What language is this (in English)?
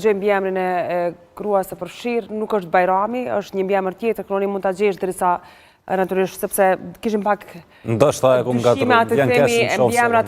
Albanian